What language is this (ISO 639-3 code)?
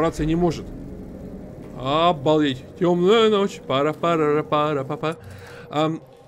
rus